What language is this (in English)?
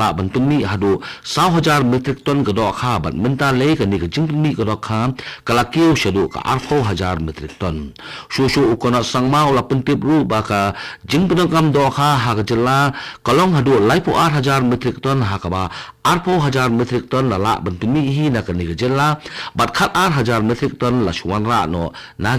Khasi